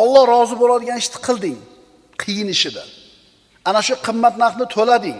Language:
Uzbek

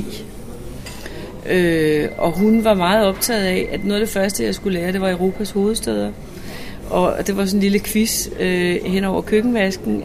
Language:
Danish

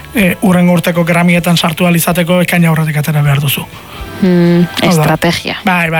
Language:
Basque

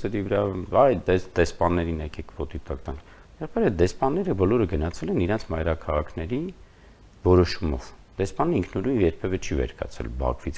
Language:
Armenian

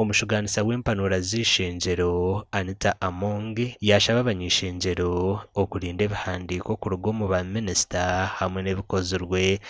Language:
Nyankole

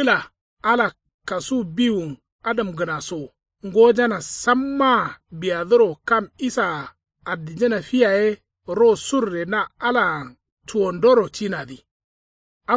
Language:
Kanuri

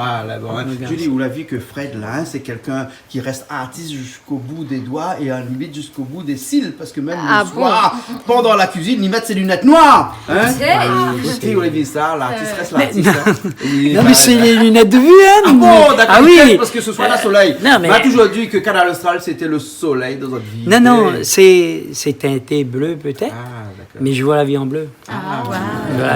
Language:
Réunion Creole French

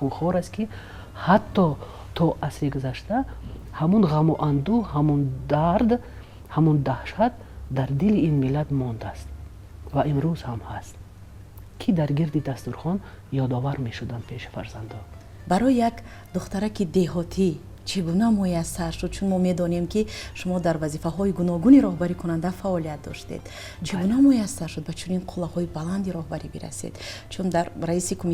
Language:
Tajik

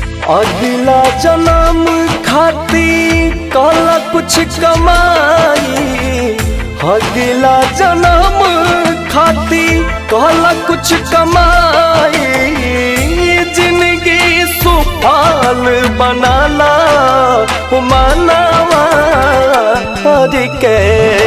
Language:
Bhojpuri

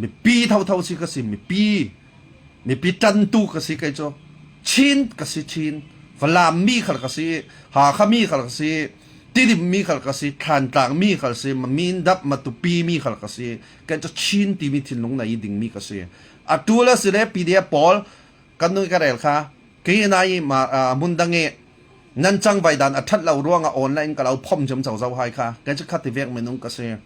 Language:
Falam Chin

